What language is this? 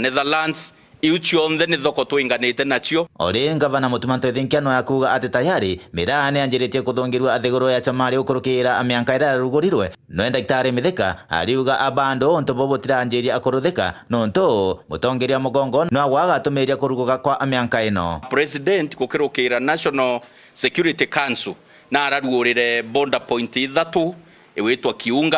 Meru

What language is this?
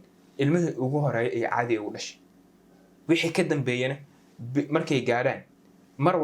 Somali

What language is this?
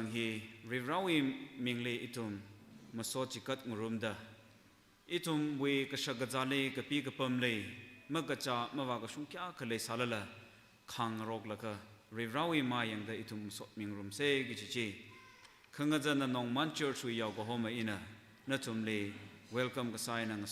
Tangkhul Naga (India)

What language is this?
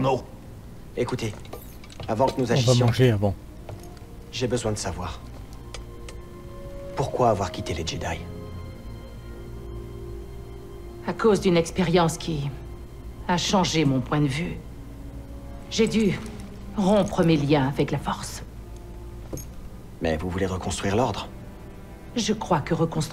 French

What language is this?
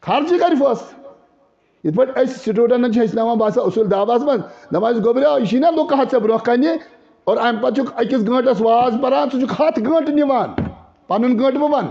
Kashmiri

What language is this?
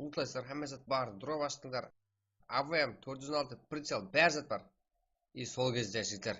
Kara-Kalpak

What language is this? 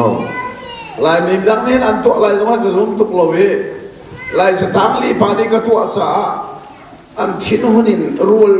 Hakha Chin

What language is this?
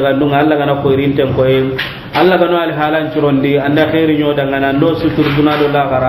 Soninke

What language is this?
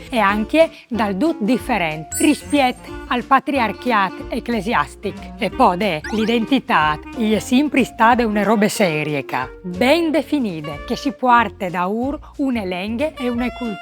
Friulian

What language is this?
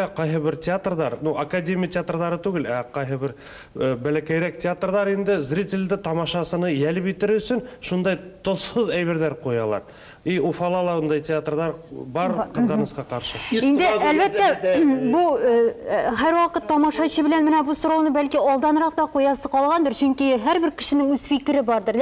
Tatar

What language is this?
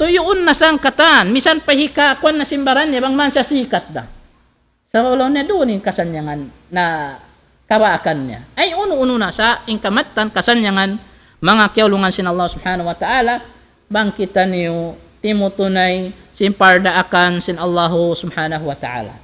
Tausug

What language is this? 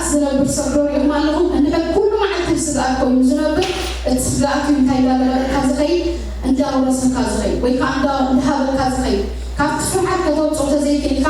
Tigrinya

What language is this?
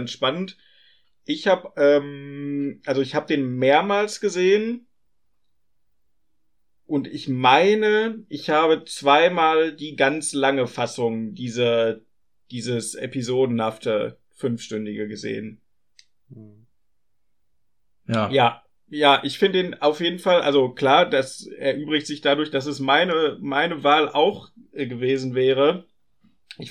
German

